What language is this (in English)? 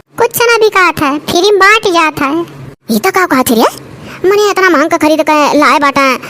Awadhi